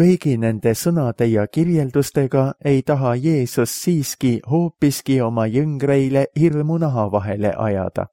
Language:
Estonian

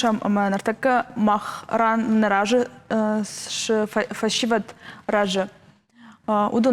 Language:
Ossetic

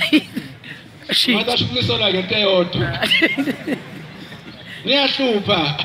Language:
Zulu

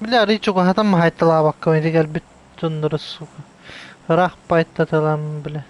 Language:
Yakut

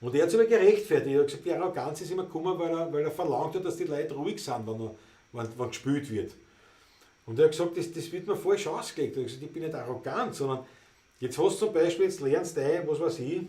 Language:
Bavarian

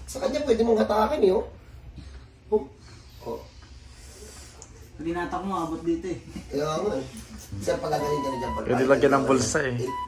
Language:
Filipino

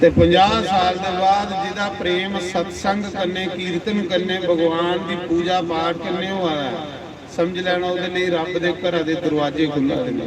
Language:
Dogri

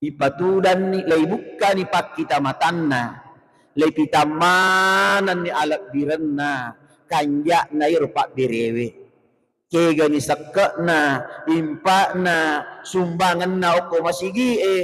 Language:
Buginese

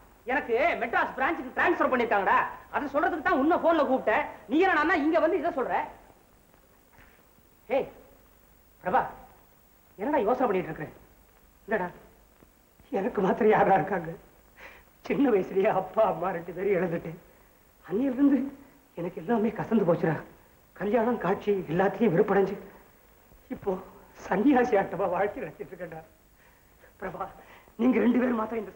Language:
Tamil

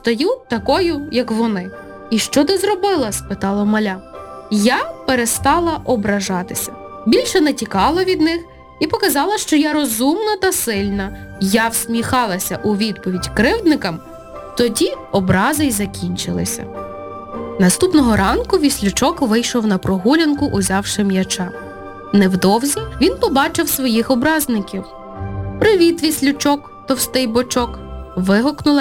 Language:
Ukrainian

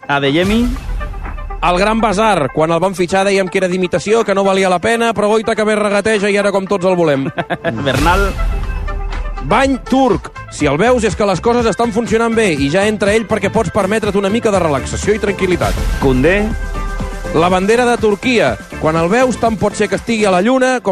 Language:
Catalan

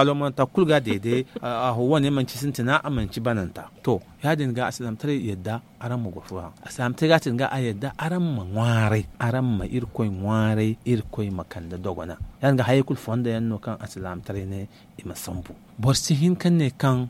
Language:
Zarma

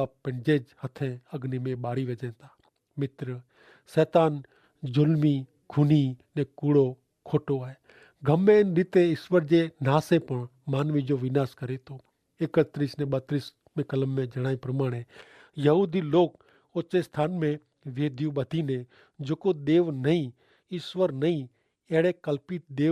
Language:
Kachhi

